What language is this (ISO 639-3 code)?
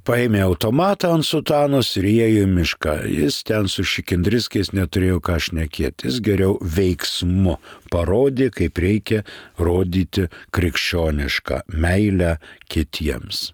lit